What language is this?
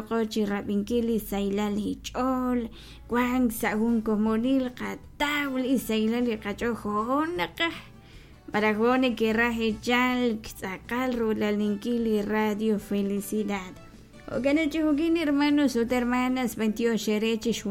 Kekchí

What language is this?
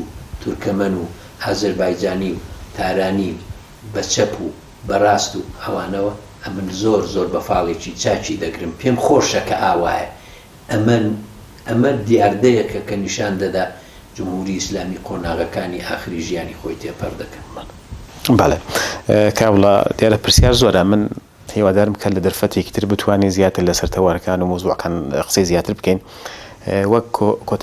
Central Kurdish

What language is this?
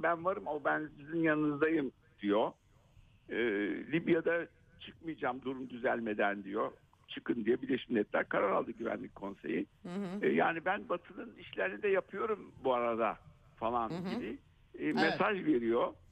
Turkish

